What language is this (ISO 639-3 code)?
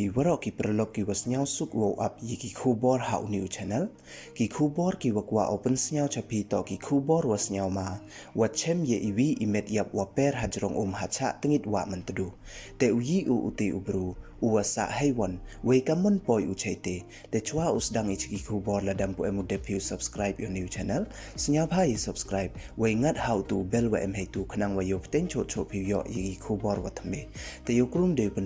pbv